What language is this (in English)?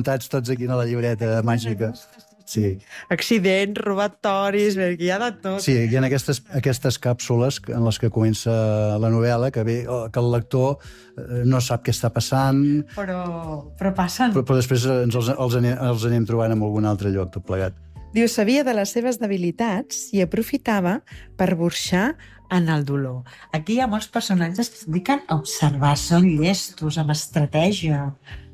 Catalan